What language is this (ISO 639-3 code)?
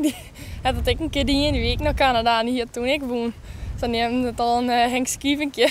fry